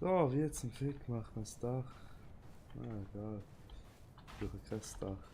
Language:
Swiss German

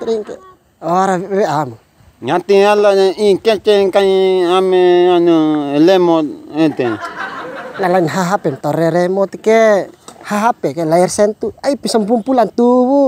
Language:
Bima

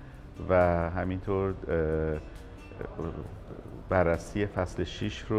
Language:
Persian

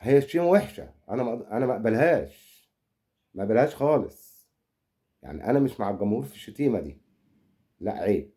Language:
Egyptian Arabic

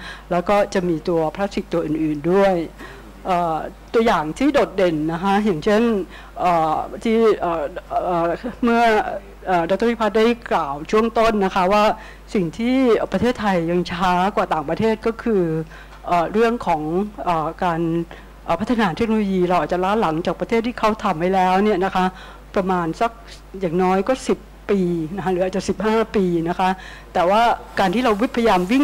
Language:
Thai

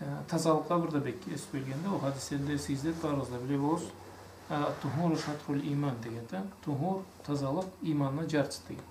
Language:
Karachay-Balkar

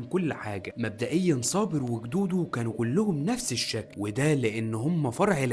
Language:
Egyptian Arabic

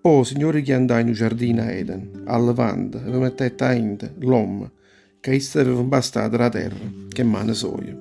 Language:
Neapolitan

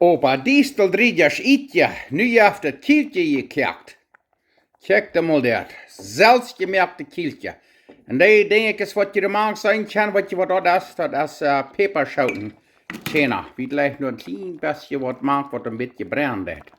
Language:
Plautdietsch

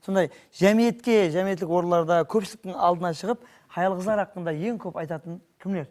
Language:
Kara-Kalpak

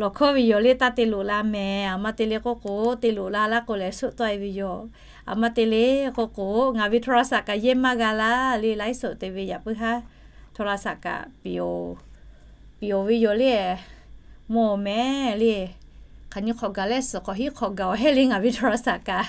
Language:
Lahu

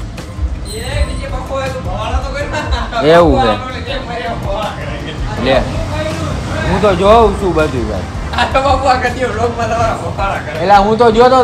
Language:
Gujarati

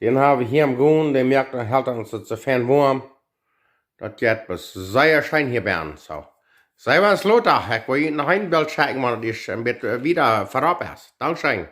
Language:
Plautdietsch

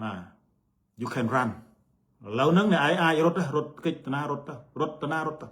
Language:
Khmer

